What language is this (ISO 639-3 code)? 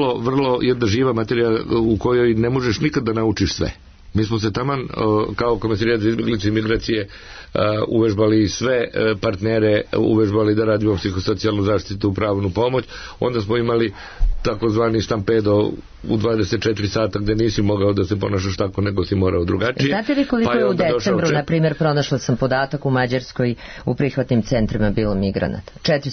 srp